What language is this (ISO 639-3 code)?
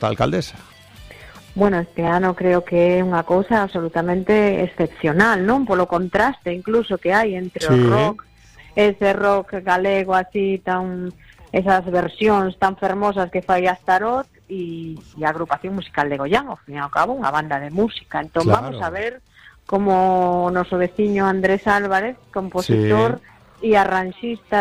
glg